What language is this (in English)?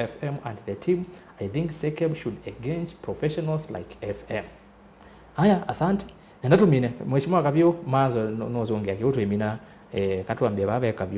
Kamba